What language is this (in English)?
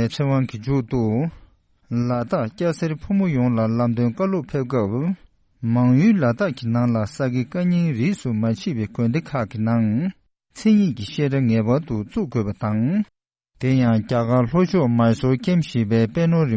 Tibetan